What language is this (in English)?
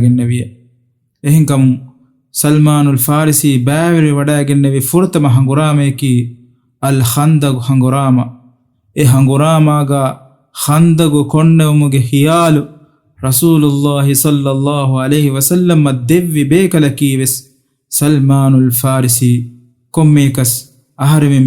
Divehi